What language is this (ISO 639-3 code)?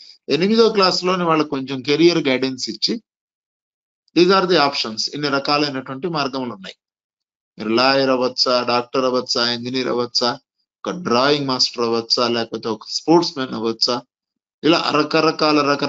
tel